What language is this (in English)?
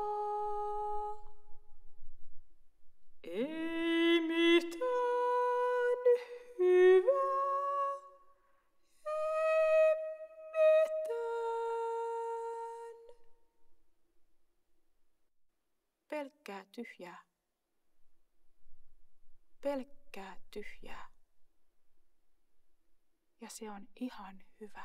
Finnish